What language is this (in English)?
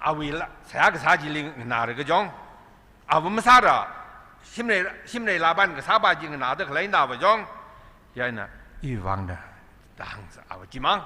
Tangkhul Naga (India)